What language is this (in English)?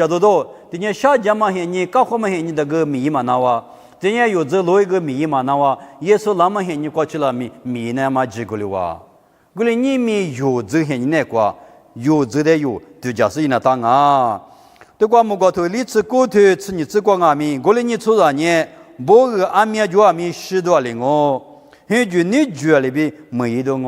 Lisu